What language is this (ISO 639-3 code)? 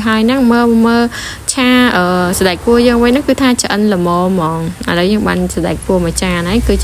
khm